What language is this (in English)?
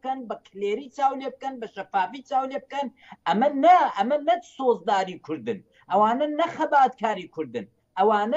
Central Kurdish